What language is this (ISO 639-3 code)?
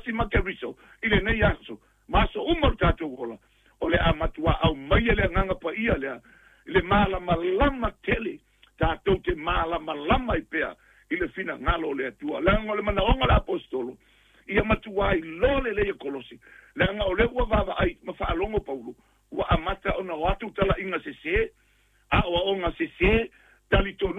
smo